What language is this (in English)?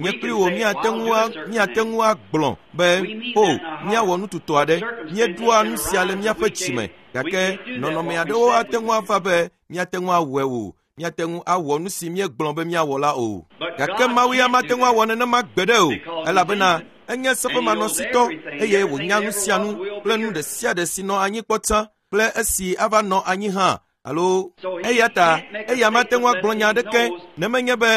Ewe